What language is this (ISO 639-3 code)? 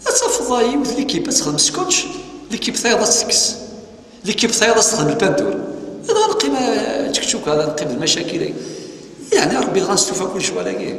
kab